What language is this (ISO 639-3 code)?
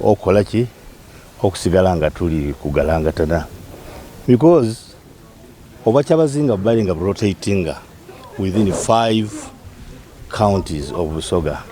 xog